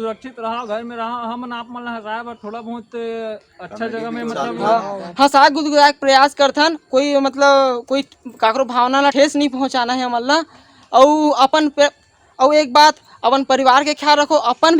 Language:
Chhattisgarhi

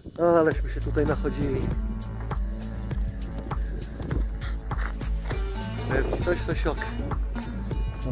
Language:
Polish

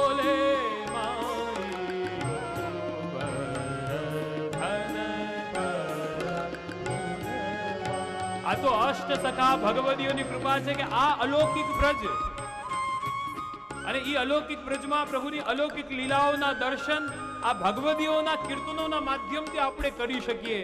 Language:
Gujarati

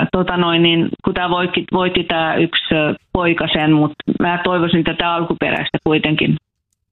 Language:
Finnish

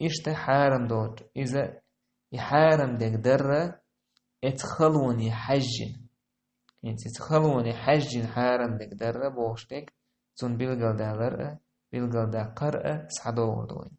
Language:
Chechen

